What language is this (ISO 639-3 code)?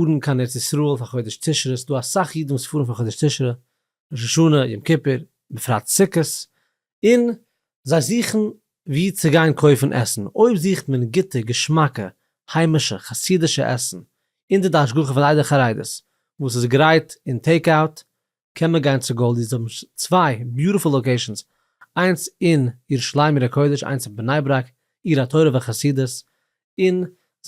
yid